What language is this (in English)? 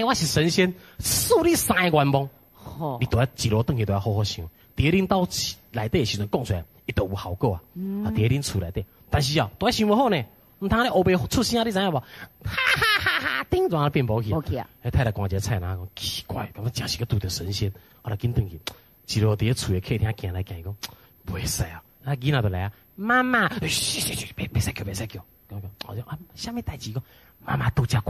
Min Nan Chinese